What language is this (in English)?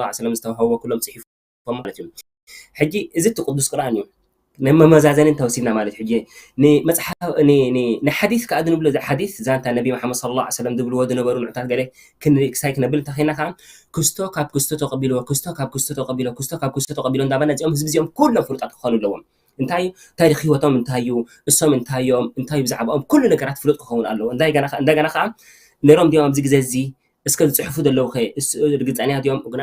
Tigrinya